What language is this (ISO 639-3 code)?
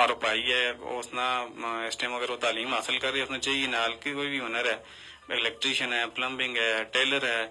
gju